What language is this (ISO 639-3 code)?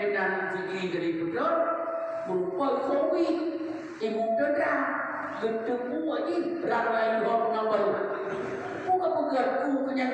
ace